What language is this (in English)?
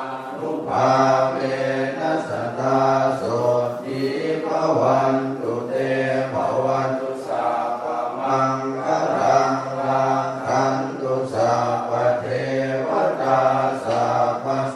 Pali